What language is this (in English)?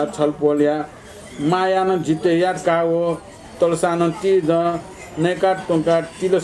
Newari